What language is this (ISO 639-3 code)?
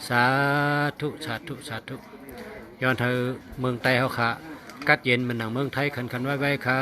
shn